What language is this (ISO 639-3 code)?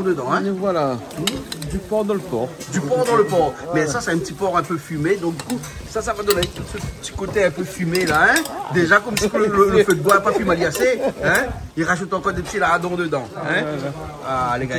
rcf